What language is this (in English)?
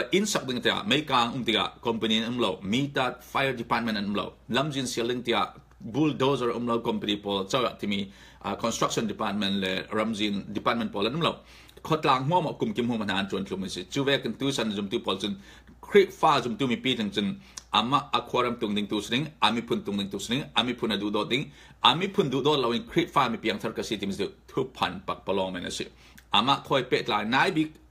Falam Chin